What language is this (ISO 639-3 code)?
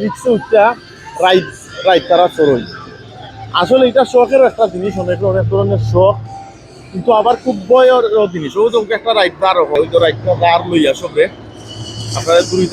syl